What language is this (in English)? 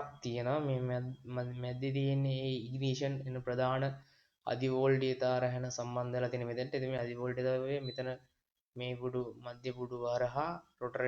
Sinhala